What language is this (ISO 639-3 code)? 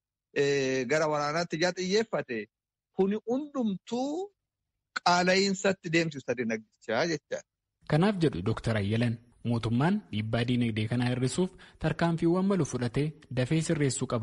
orm